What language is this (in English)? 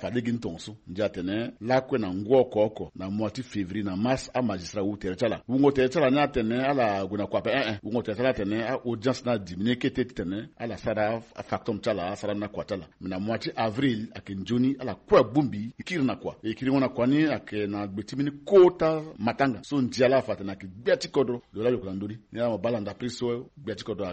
Sango